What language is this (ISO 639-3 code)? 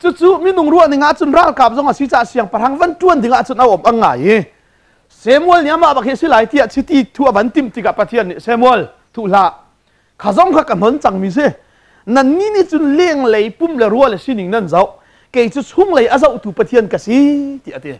cnh